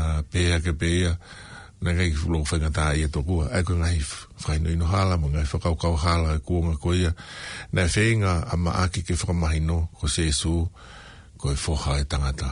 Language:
Tongan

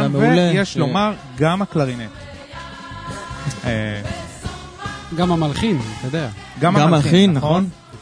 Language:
Hebrew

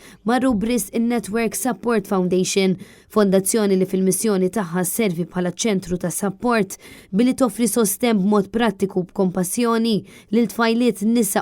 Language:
Maltese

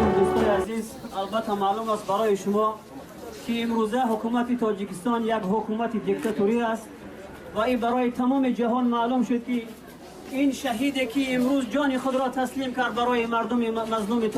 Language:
Tajik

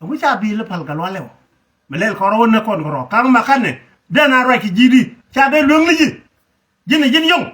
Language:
Nuer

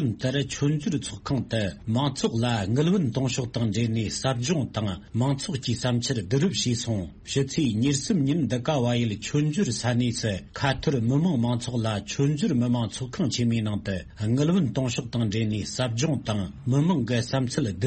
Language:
Tibetan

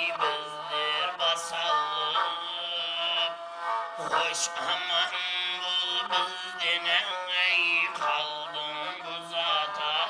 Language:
Kara-Kalpak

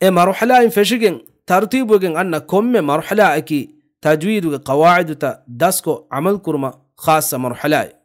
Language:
Divehi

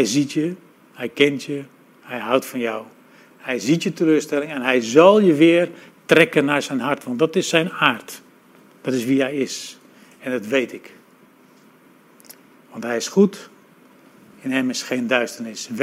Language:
Dutch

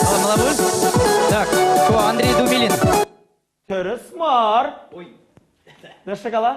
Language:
Chuvash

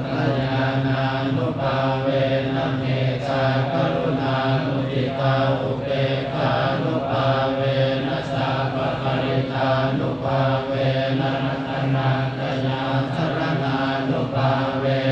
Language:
Pali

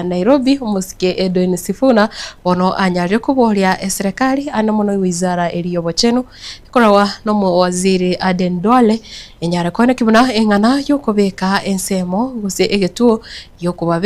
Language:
Gusii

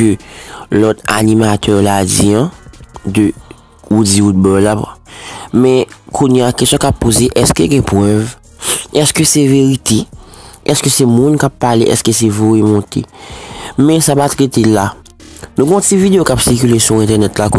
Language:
Haitian Creole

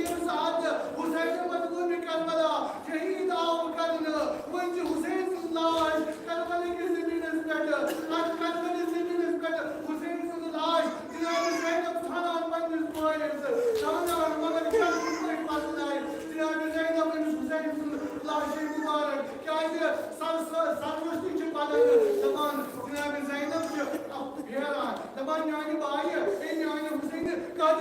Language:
Kashmiri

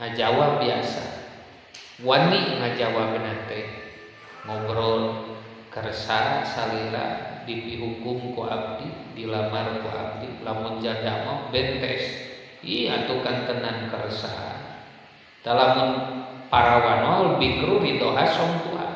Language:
Sundanese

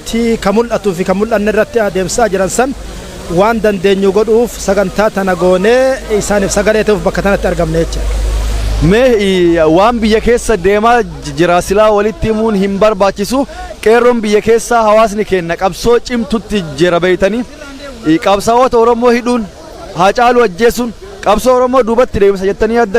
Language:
Oromo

